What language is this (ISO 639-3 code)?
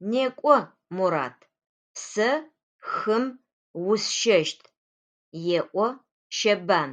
ady